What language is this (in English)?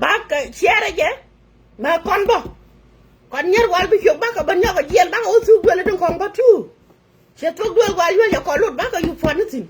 Nuer